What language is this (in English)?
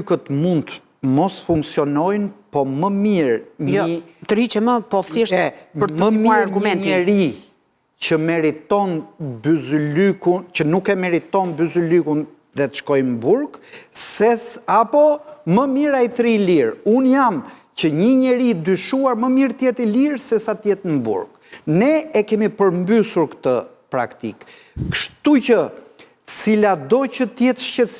Albanian